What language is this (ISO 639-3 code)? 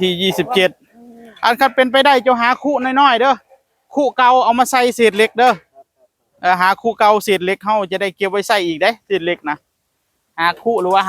tts